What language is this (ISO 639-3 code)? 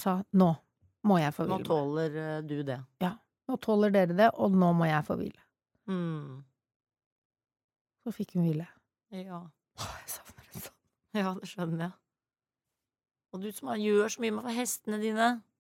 nor